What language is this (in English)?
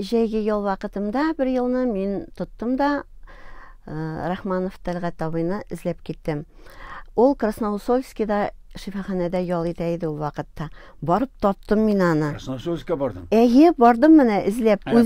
Tatar